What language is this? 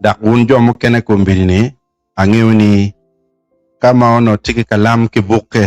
Acoli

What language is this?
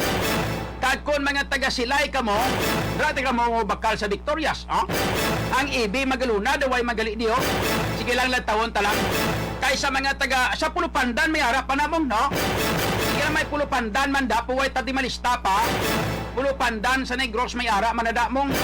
Hiligaynon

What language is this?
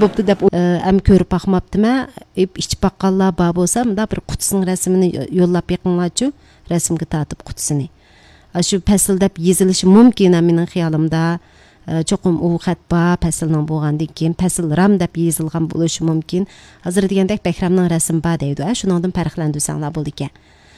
Uyghur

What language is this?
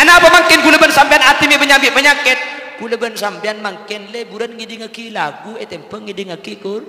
Madurese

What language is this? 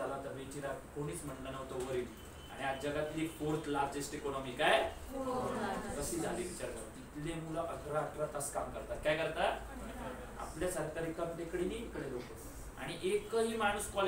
Marathi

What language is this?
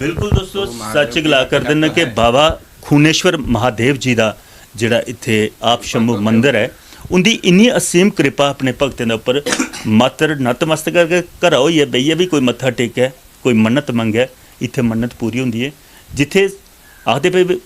Dogri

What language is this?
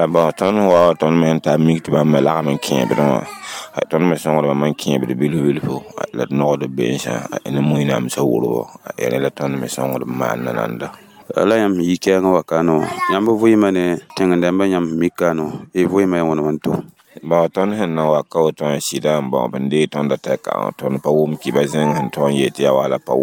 Mossi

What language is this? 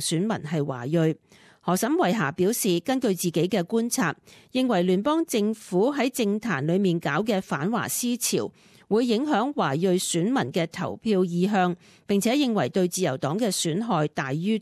Cantonese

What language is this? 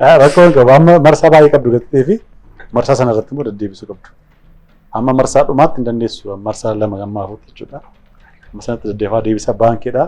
Oromo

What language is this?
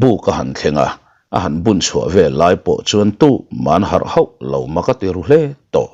Mizo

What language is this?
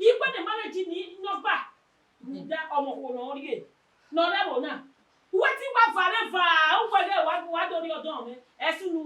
Bini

